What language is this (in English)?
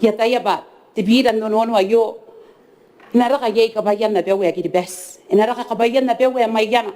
Gilbertese